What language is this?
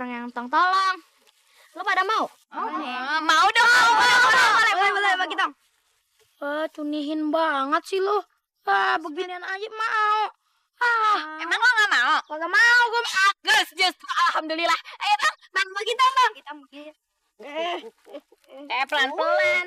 Betawi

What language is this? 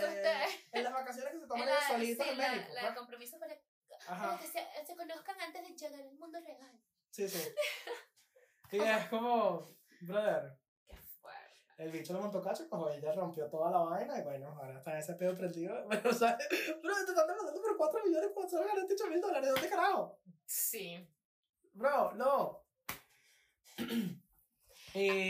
Spanish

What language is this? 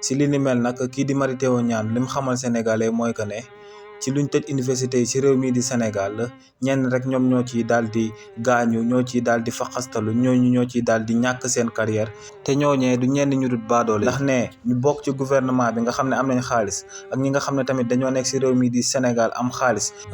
Wolof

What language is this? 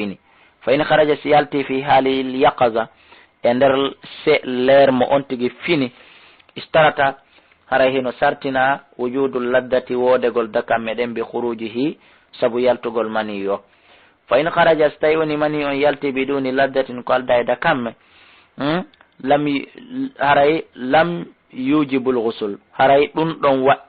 Fula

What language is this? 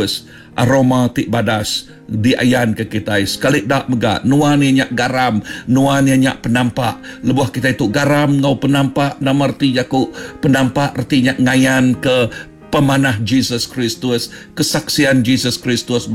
Iban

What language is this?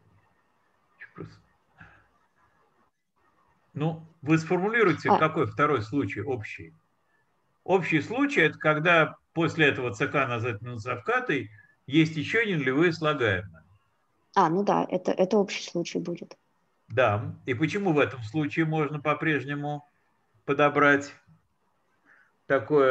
Russian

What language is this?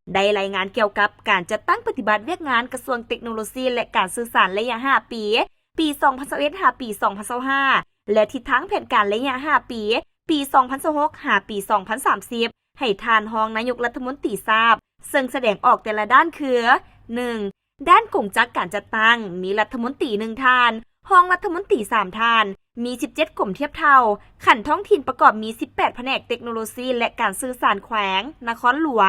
Lao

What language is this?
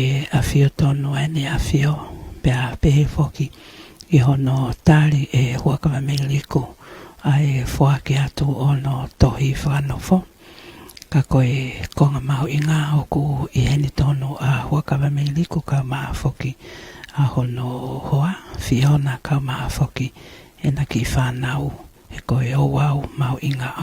Tongan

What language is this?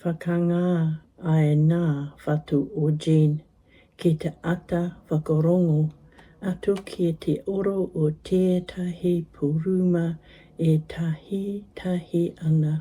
Māori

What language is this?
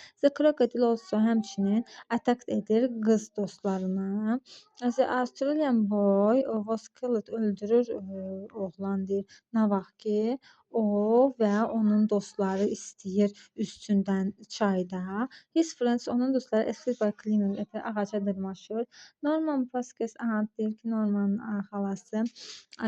Azerbaijani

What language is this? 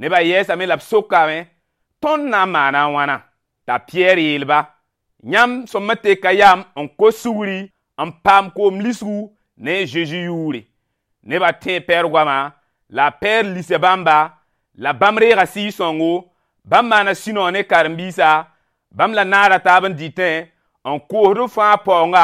Mossi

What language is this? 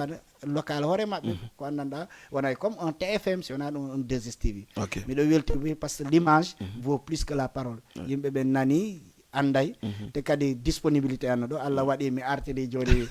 Fula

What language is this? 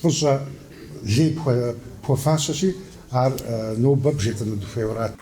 Kabardian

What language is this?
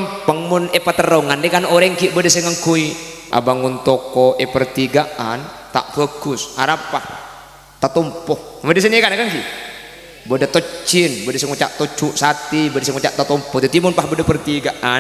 Madurese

